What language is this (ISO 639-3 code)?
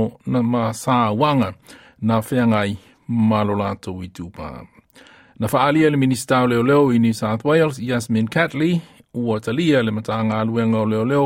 smo